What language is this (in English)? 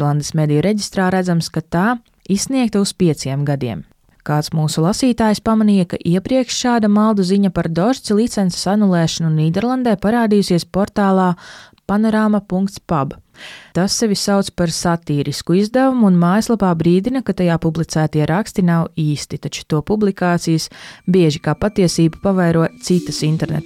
Latvian